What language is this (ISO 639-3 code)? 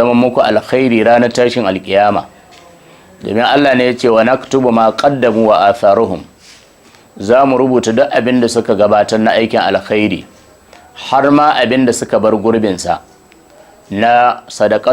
hau